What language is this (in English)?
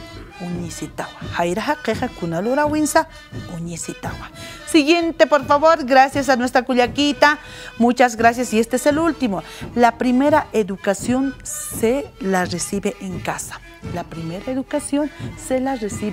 Aymara